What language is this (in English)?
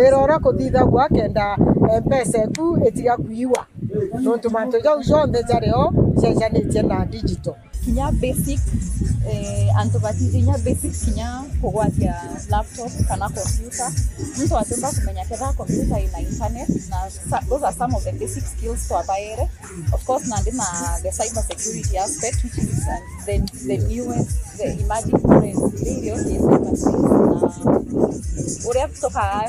Meru